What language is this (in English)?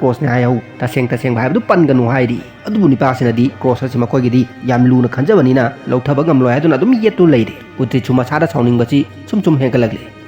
Manipuri